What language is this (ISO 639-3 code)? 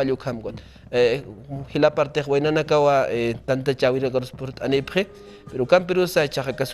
aym